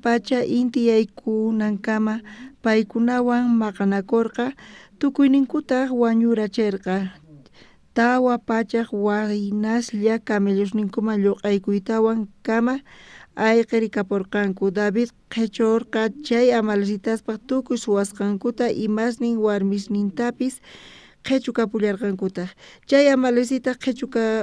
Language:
South Bolivian Quechua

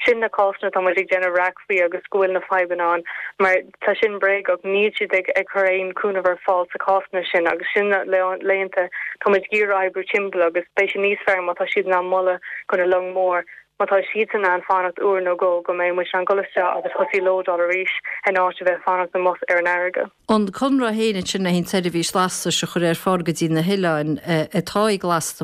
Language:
Irish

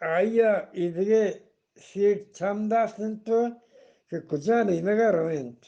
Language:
Eastern Balochi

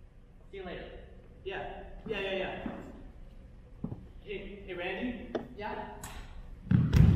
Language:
English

